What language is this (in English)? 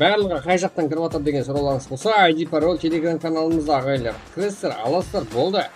Kara-Kalpak